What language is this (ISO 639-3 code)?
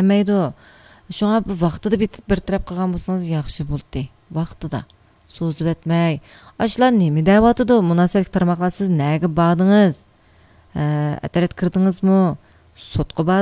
uig